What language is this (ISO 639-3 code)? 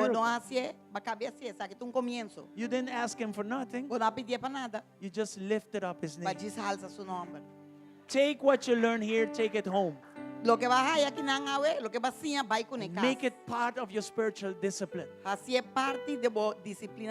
pap